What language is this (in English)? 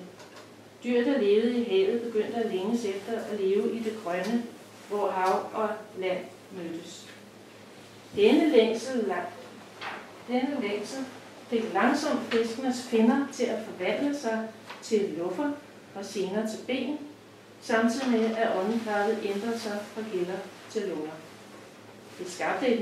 Danish